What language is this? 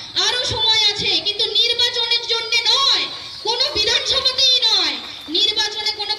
Bangla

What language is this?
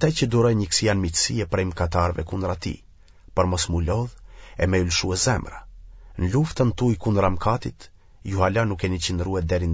Albanian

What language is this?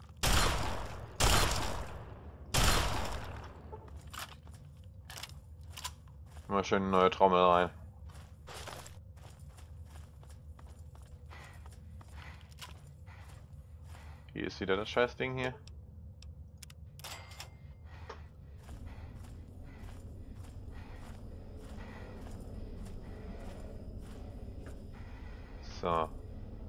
German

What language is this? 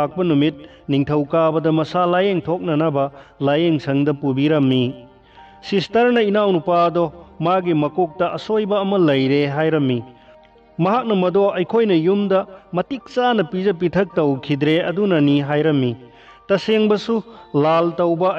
Manipuri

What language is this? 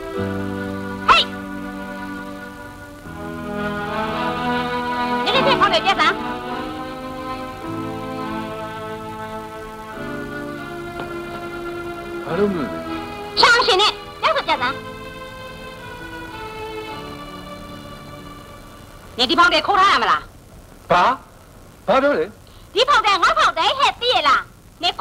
Burmese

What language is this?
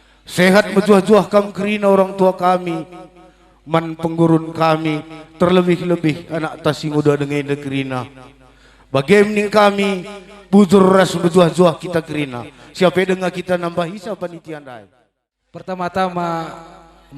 Batak Karo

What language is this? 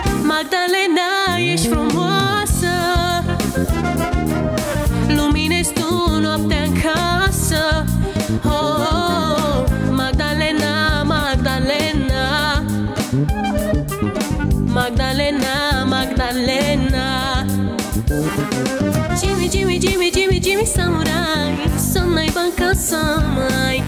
Romanian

